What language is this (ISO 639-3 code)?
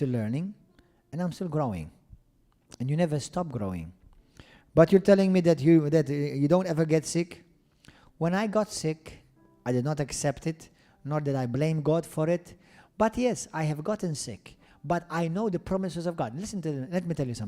eng